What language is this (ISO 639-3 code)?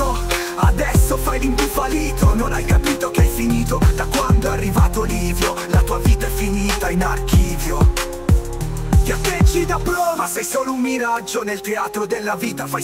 ita